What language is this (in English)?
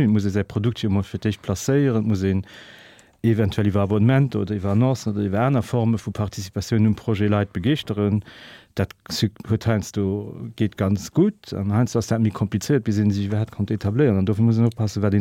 Luxembourgish